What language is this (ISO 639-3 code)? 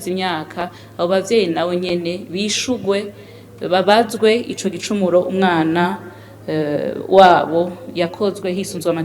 run